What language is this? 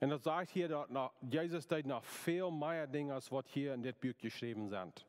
Plautdietsch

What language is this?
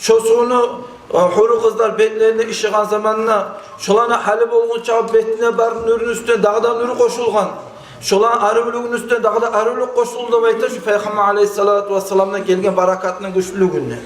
Kumyk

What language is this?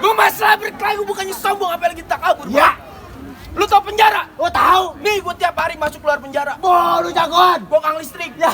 Betawi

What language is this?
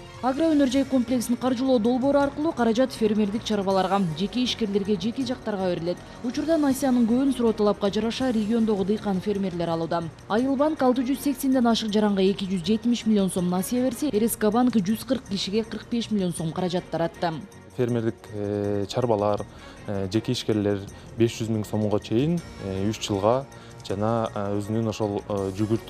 Kyrgyz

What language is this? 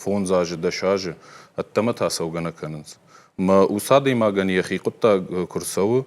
Ossetic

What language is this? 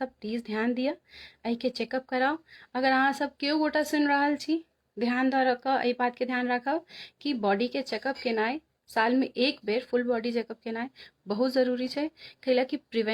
Maithili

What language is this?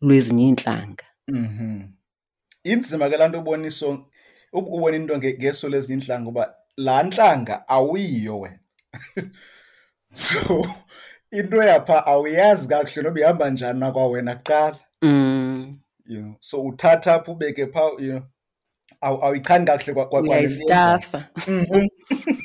Xhosa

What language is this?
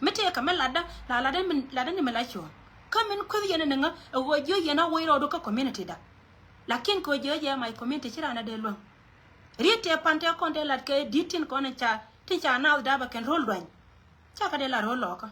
Nuer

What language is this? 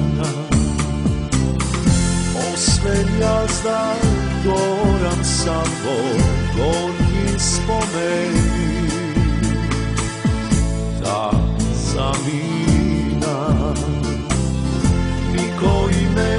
Macedonian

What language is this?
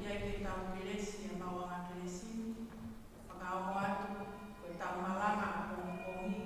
Tongan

